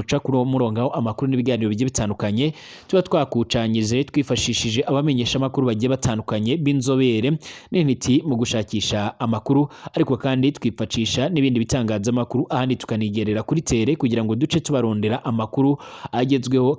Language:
Rundi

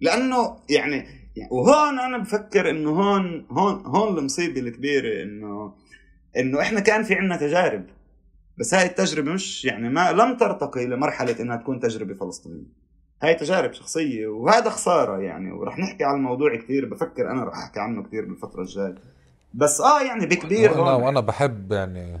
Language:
North Levantine Arabic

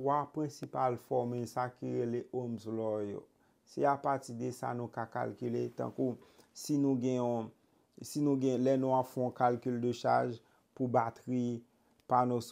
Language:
Haitian Creole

